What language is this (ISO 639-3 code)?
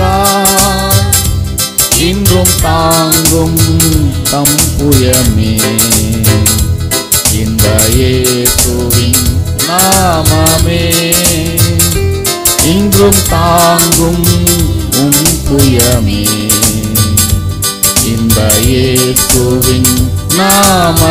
tam